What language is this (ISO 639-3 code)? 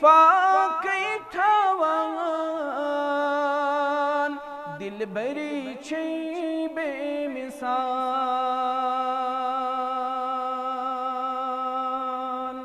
kas